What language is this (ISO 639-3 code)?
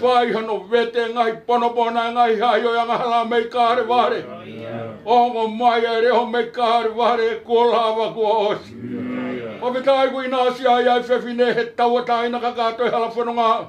ton